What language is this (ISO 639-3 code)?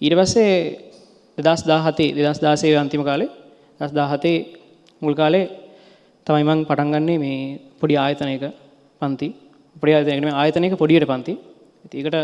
sin